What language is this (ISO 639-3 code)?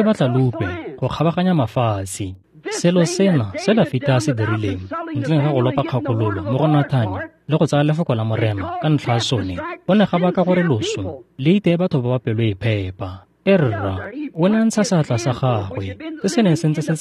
tsn